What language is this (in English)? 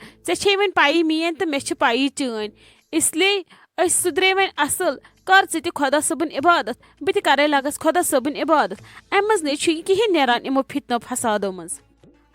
Kashmiri